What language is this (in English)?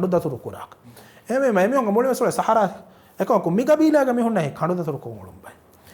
Divehi